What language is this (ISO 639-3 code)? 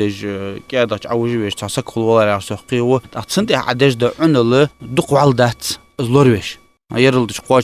inh